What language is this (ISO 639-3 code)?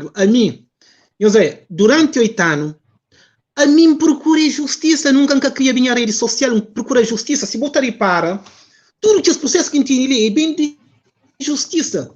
kea